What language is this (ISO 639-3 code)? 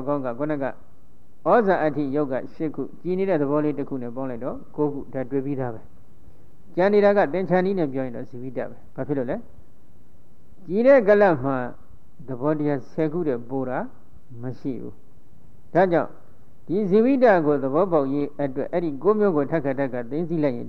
mya